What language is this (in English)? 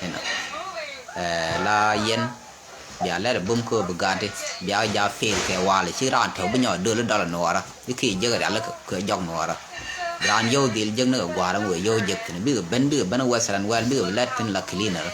Nuer